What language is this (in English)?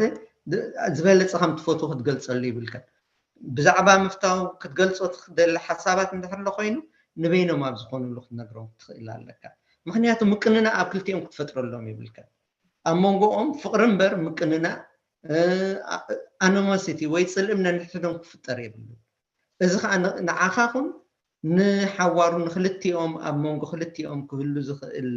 Tigrinya